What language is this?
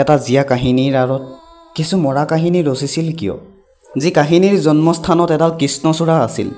Assamese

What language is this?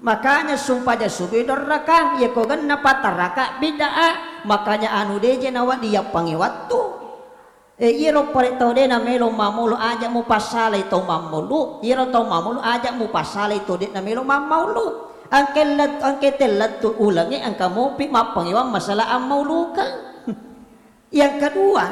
Buginese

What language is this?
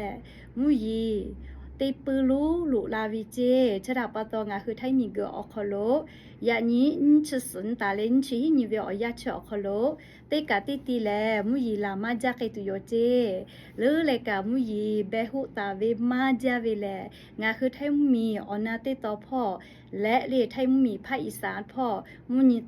Lahu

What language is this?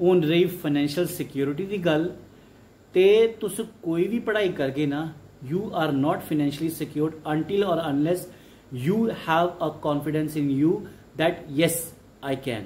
Dogri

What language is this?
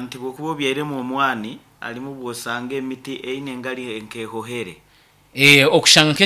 Nyankole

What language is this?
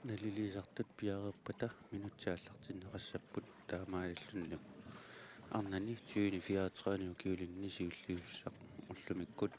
Kalaallisut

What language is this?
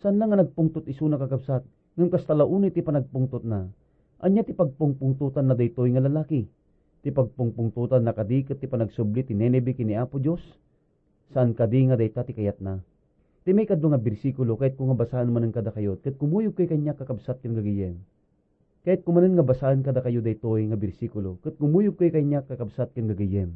Iloko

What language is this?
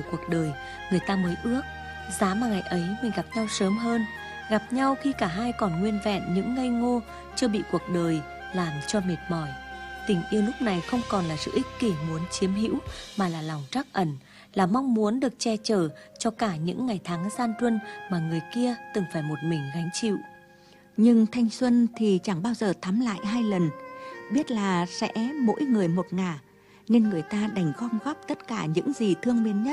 Vietnamese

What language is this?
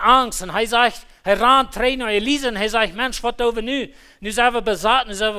Plautdietsch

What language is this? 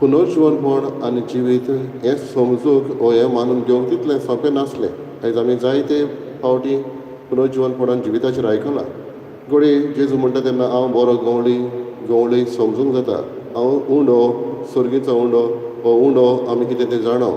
Konkani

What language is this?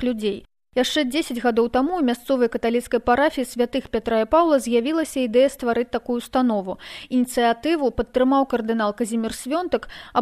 Belarusian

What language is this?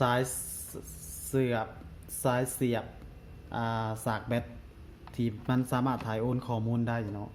Lao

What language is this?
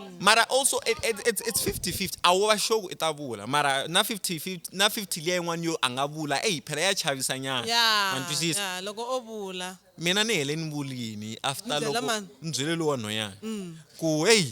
Tsonga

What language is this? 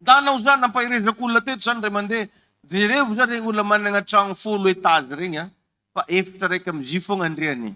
Malagasy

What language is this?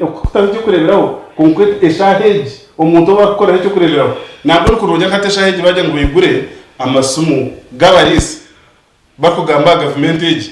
Nyankole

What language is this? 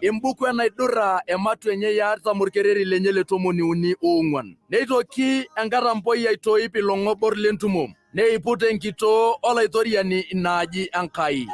Masai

